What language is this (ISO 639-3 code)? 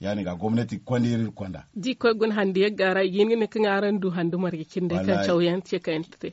dje